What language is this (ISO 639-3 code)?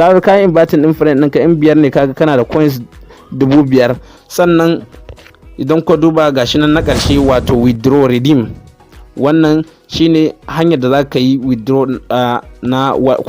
hau